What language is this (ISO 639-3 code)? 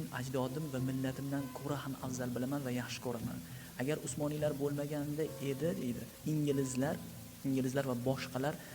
uzb